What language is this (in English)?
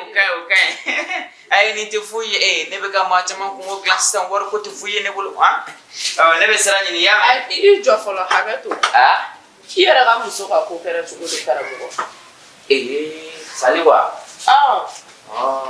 Bambara